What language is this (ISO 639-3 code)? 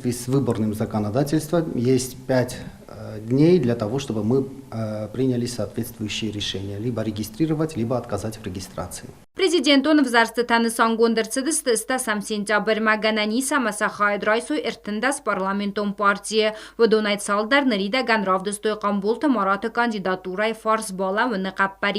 oss